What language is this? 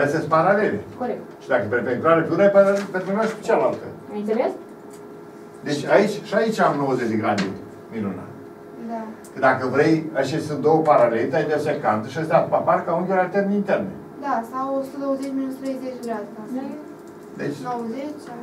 Romanian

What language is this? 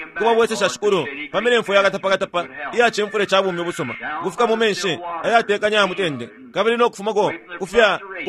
Bemba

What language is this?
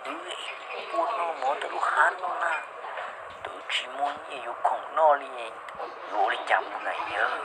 Hmong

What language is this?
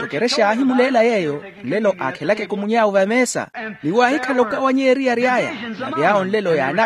Makhuwa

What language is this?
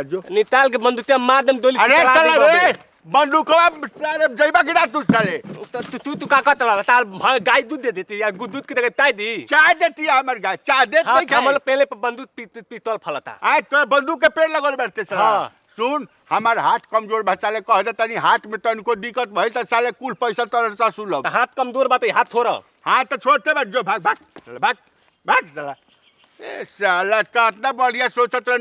Bhojpuri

